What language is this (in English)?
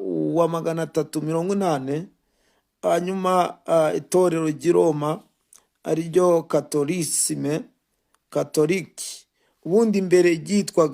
Kinyarwanda